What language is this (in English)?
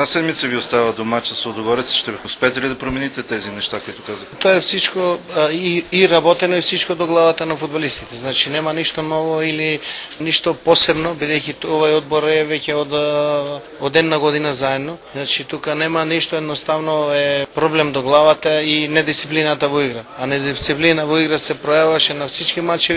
Macedonian